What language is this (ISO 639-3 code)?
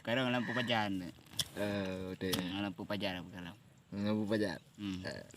ace